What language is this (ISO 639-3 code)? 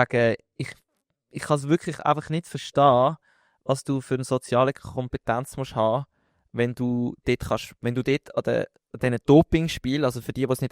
gsw